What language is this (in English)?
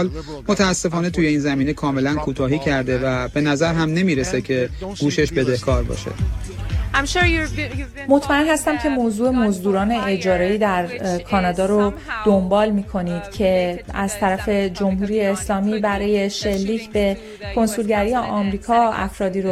Persian